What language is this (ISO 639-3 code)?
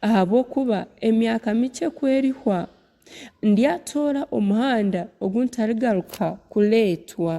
nyn